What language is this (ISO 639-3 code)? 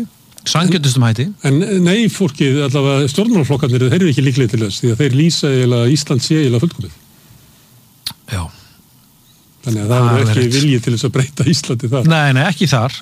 isl